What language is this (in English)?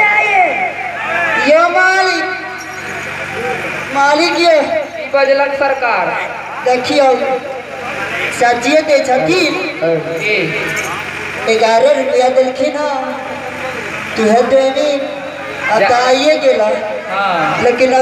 Maithili